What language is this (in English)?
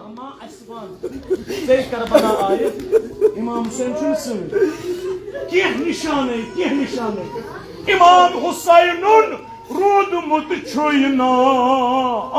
Kashmiri